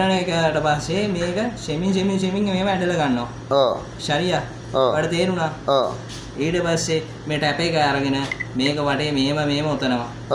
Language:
Sinhala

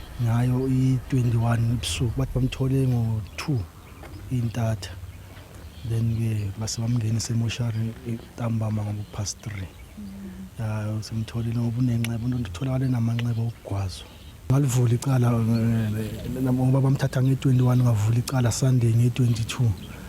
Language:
Zulu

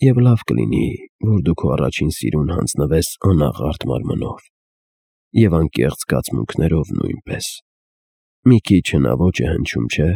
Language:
Armenian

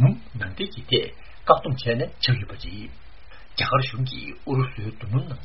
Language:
Tibetan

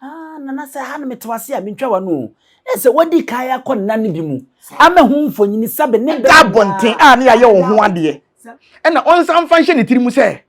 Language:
Akan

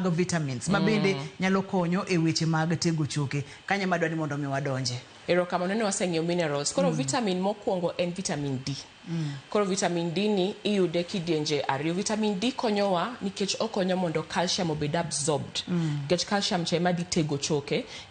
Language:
Luo (Kenya and Tanzania)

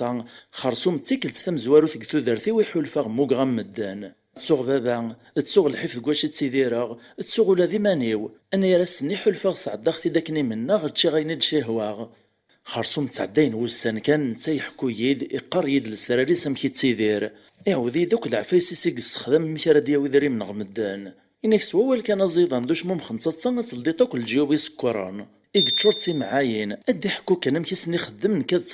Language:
Kabyle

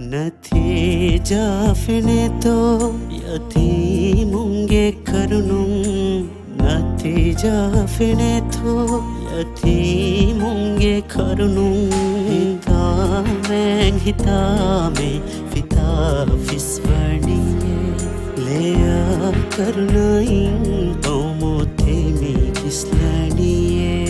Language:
Divehi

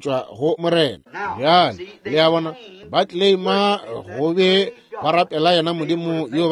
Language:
Northern Sotho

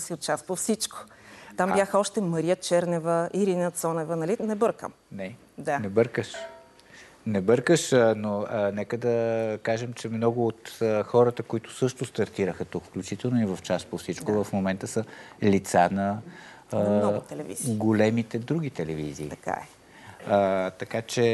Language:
Bulgarian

